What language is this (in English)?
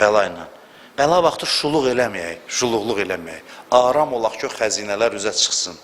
Azerbaijani